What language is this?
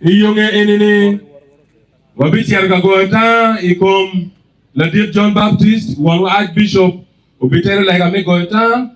Acoli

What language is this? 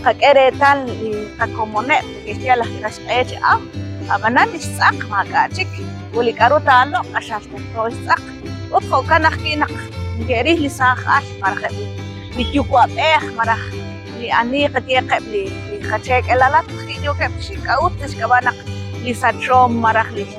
Kekchí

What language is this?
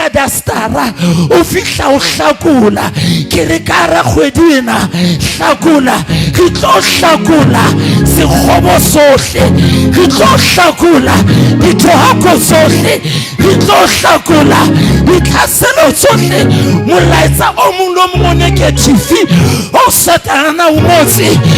Southern Sotho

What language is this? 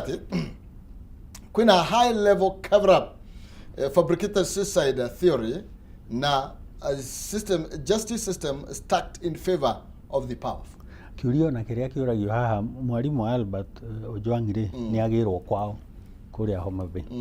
Kikuyu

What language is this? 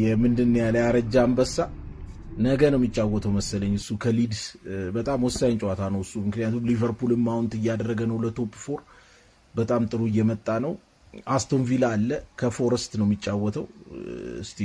Amharic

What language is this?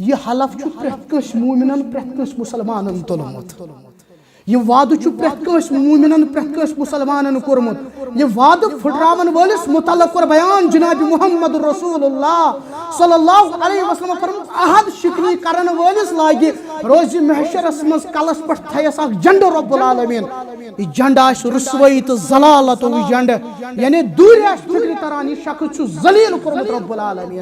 Kashmiri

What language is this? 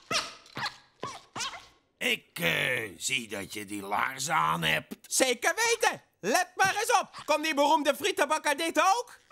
Dutch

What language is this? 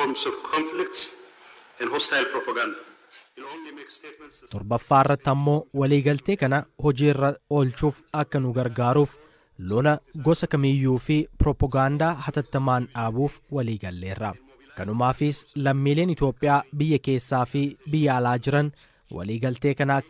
Oromo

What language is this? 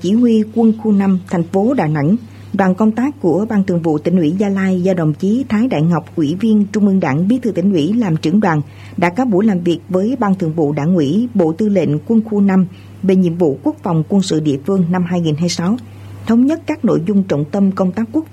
Vietnamese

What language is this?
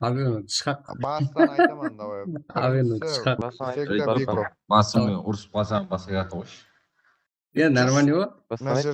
Kara-Kalpak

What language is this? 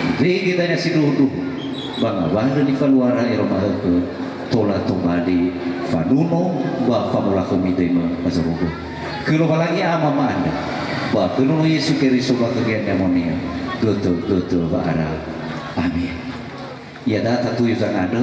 Nias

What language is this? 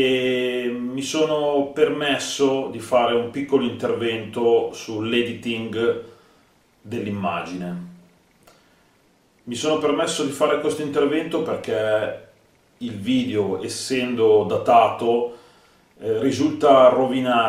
Italian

